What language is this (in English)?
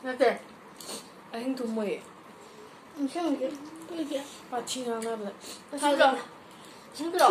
Manipuri